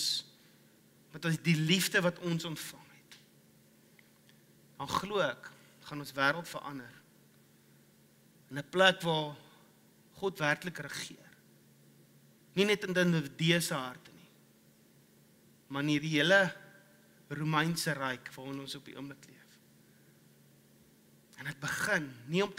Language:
Afrikaans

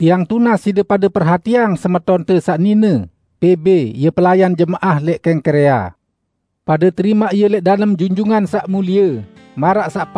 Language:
Sasak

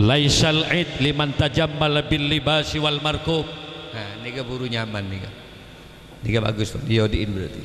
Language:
Madurese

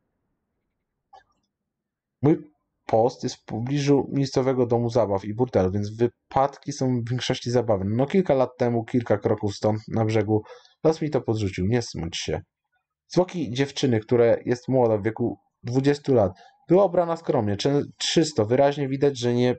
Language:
Polish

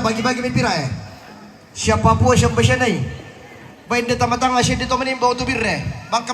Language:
Toraja-Sa'dan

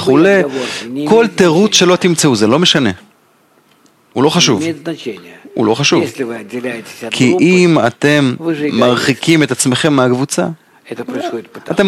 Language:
Hebrew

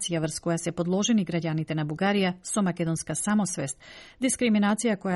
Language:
Macedonian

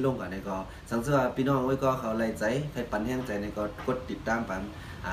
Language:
Shan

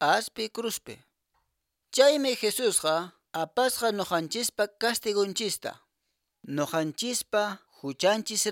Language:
Quechua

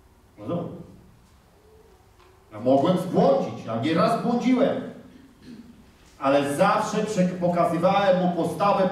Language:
Polish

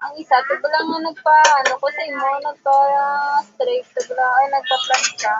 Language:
Hiligaynon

